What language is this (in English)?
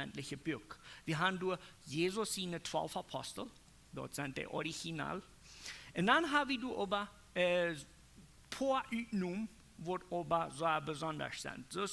Plautdietsch